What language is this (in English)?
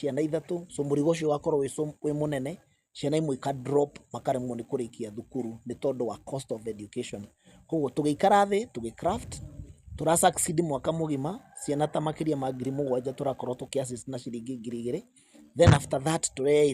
Kikuyu